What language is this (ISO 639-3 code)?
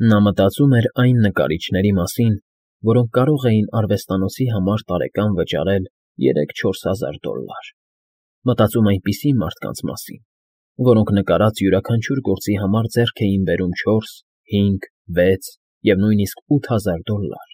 hye